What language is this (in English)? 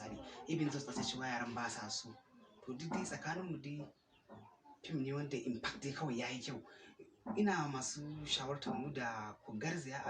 Hausa